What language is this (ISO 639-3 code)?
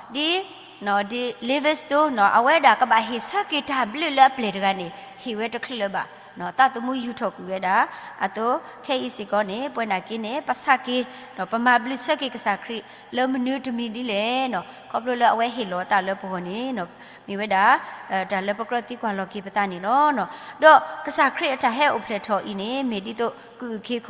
ksw